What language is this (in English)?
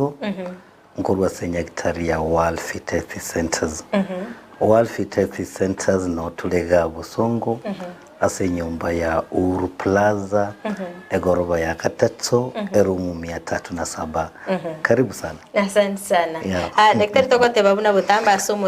Gusii